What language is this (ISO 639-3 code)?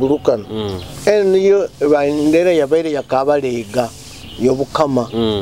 nyo